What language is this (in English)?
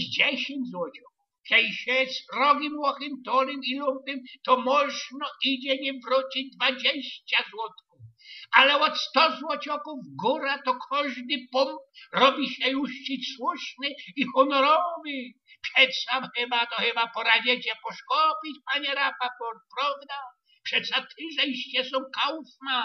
Silesian